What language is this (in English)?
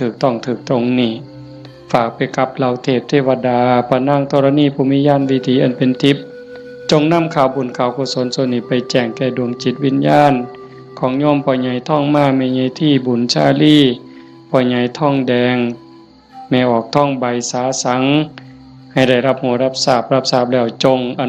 Northeastern Thai